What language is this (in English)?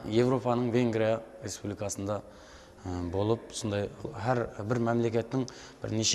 Kara-Kalpak